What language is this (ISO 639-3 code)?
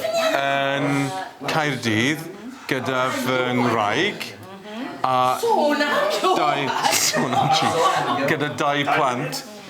cym